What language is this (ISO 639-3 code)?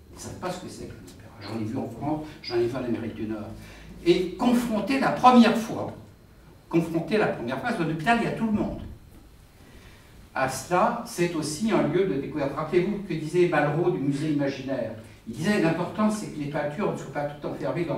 fra